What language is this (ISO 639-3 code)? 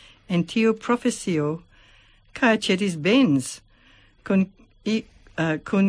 epo